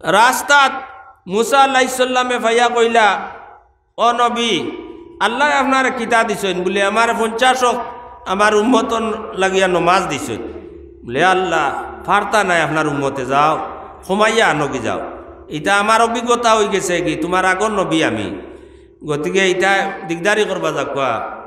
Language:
Sylheti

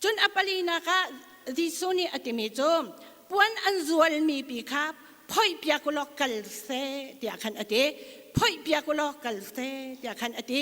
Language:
Hakha Chin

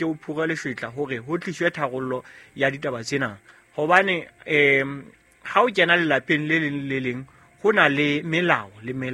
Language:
Southern Sotho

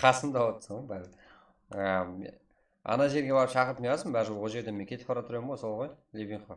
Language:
Kara-Kalpak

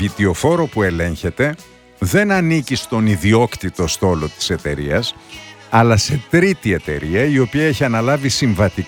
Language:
Greek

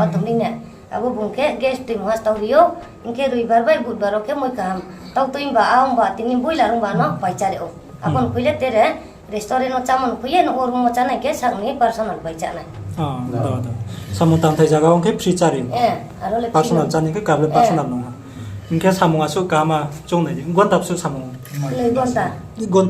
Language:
Riang (India)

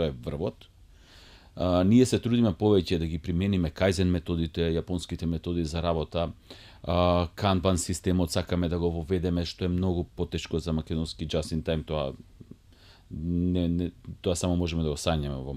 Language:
Macedonian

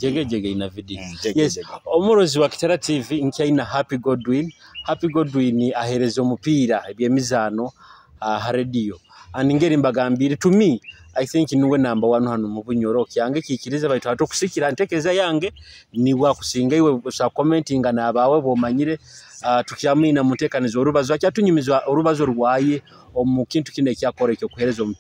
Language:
Nyoro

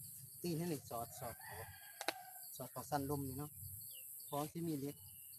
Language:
Lao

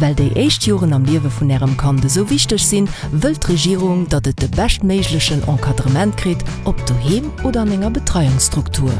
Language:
Luxembourgish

